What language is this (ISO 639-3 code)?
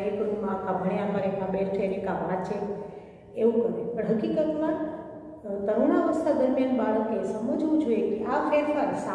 guj